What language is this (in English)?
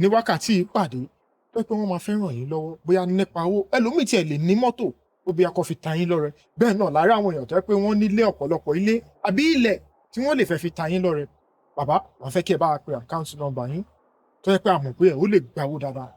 Yoruba